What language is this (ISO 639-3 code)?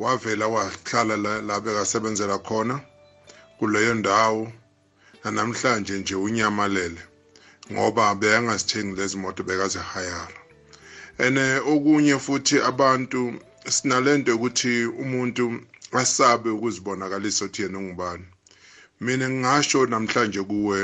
nbl